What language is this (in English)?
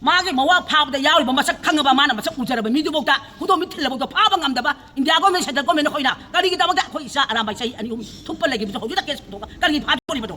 Manipuri